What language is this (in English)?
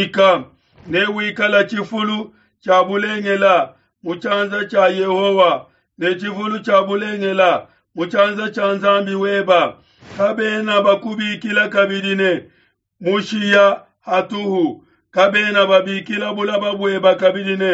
Luba-Lulua